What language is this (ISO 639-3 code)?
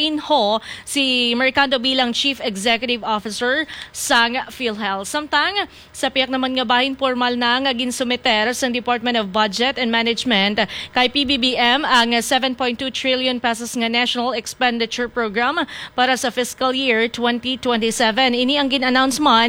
hil